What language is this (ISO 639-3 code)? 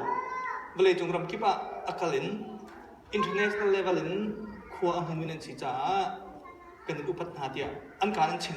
cnh